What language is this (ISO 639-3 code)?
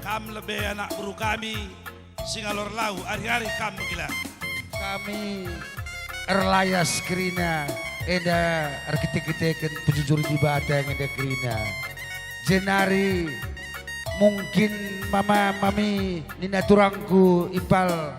btx